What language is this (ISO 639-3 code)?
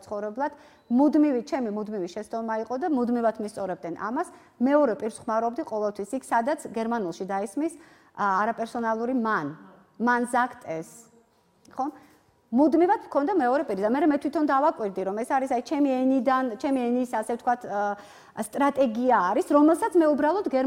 kat